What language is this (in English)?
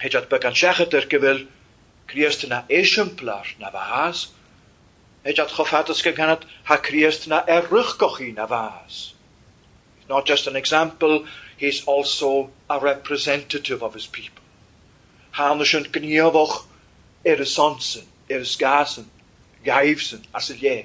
Welsh